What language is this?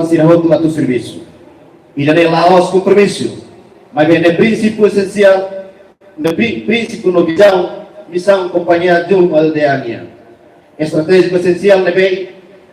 Tetum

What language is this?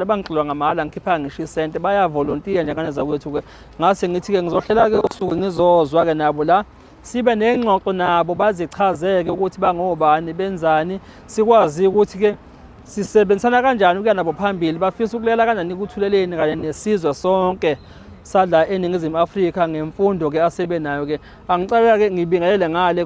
Zulu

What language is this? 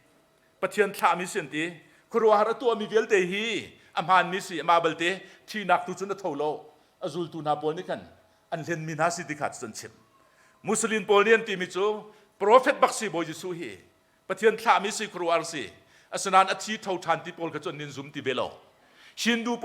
Hakha Chin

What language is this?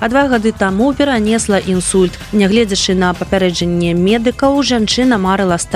Belarusian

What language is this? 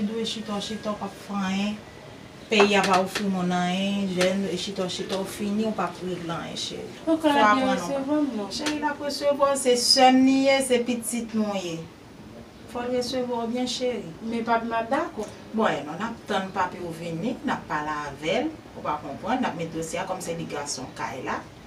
Haitian Creole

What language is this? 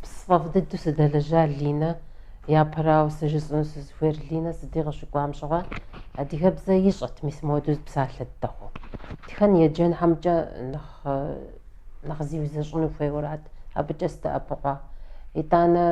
Kabardian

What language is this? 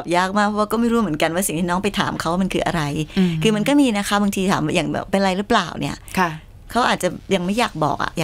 Thai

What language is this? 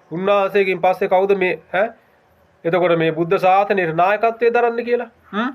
Sinhala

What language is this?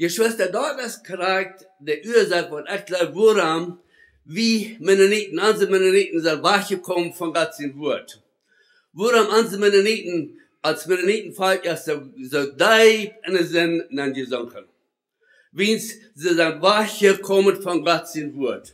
Plautdietsch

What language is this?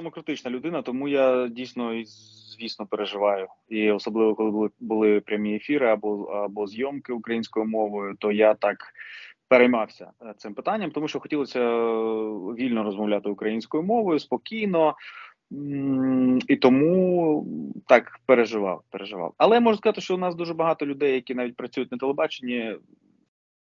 Ukrainian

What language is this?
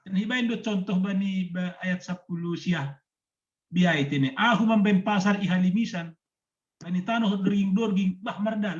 Batak Simalungun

